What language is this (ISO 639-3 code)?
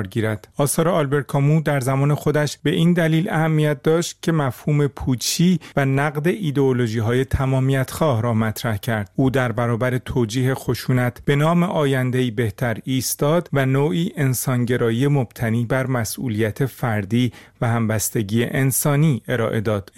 fas